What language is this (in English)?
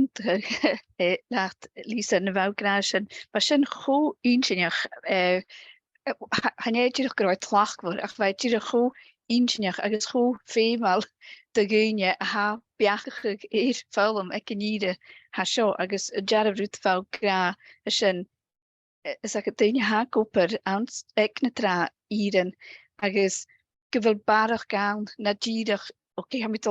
Scottish Gaelic